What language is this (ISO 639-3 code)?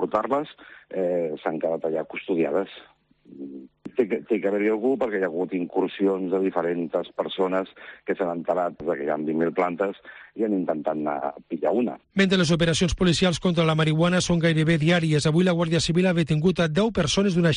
cat